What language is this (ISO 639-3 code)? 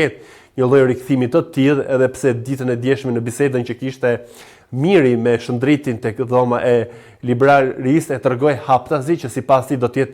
sqi